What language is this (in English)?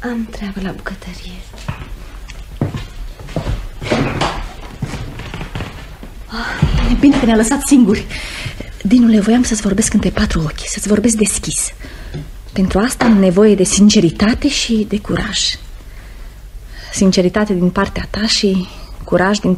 Romanian